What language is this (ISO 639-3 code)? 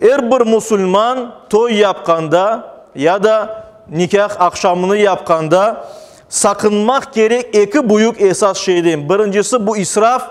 crh